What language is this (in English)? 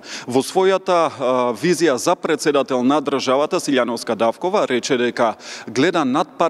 Macedonian